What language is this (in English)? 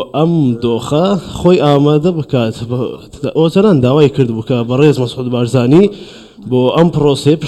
Central Kurdish